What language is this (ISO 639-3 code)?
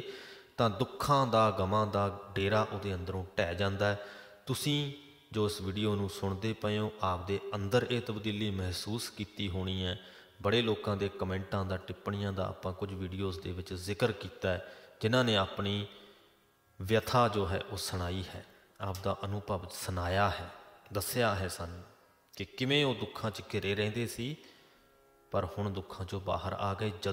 pan